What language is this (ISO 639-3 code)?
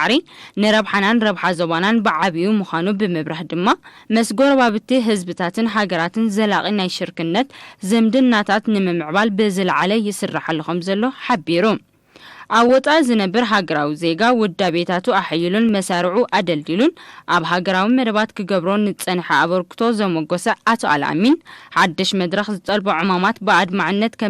tir